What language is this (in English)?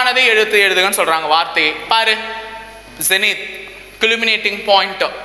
Tamil